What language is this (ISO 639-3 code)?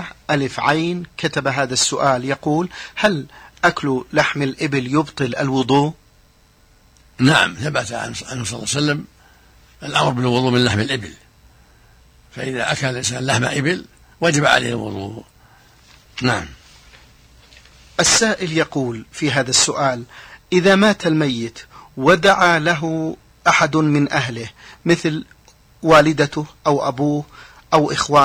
ara